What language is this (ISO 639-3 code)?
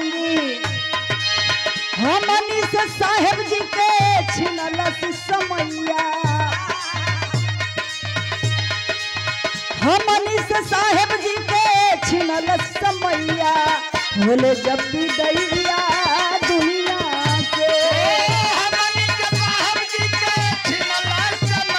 bho